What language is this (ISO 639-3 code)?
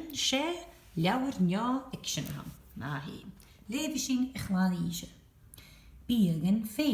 gla